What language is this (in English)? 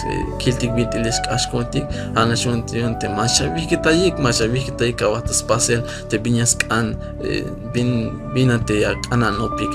Tzeltal